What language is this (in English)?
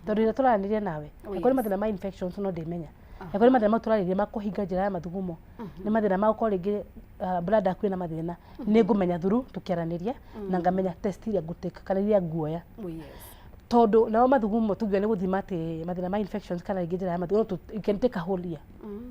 Kikuyu